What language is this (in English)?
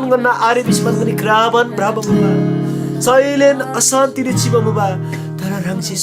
Eastern Tamang